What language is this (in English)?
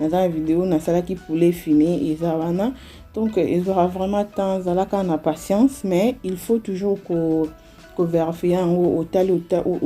Lingala